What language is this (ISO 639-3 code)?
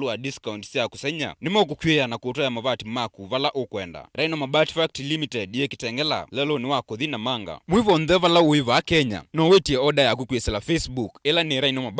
kam